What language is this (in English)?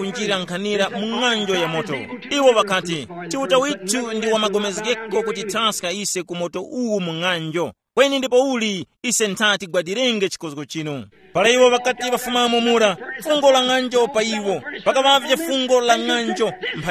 Tumbuka